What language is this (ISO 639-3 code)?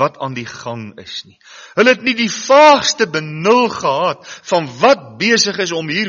afr